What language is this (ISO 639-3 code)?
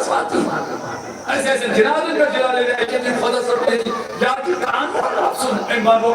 kas